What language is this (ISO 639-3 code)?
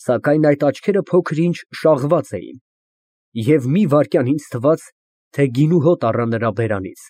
hye